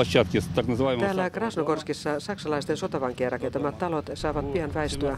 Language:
Finnish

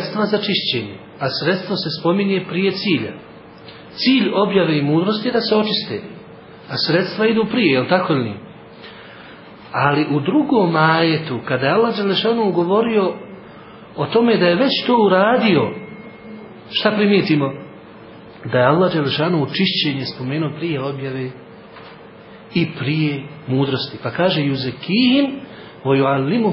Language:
Bosnian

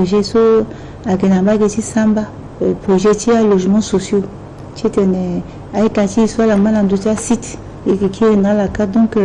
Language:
Sango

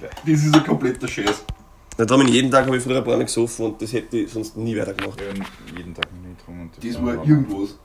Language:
Bavarian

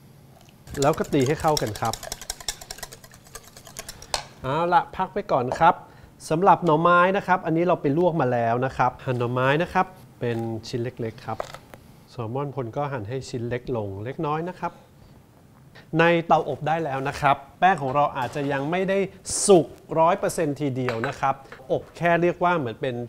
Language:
Thai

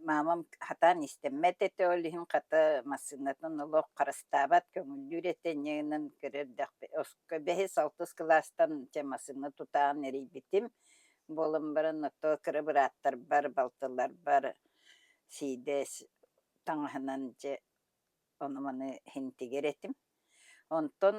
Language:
Yakut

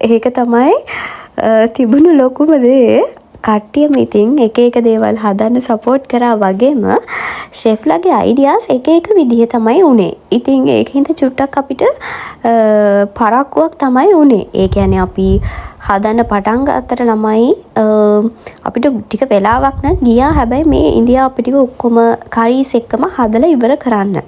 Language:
Sinhala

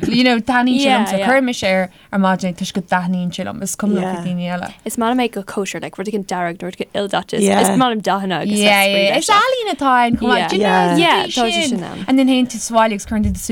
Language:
Irish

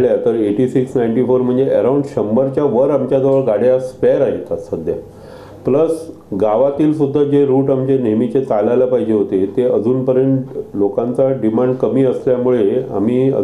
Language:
Marathi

